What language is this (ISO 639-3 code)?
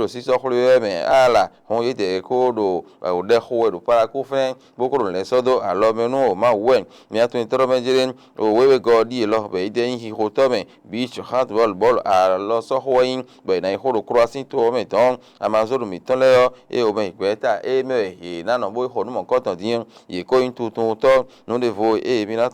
fon